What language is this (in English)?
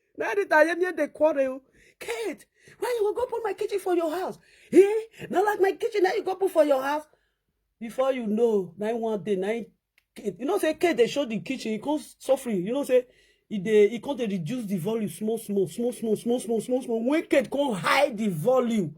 Nigerian Pidgin